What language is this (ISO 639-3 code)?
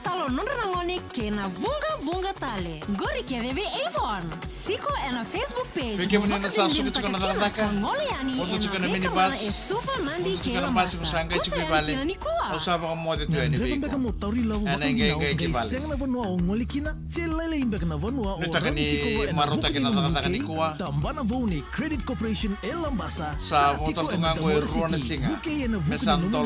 fij